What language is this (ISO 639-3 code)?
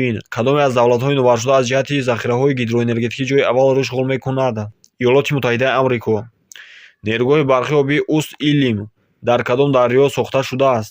tgk